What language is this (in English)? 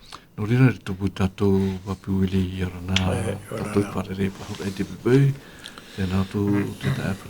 Tahitian